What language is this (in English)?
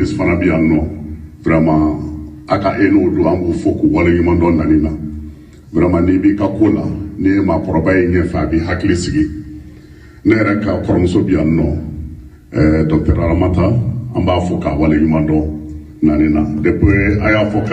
Bambara